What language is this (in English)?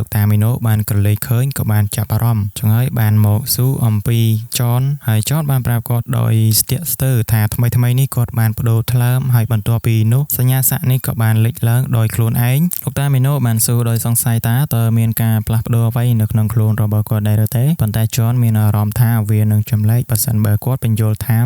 Khmer